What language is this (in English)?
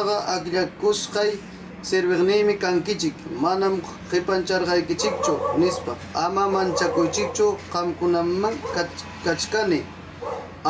Ayacucho Quechua